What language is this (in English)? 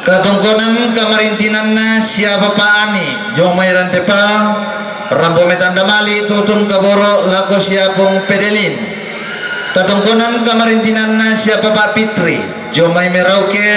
Toraja-Sa'dan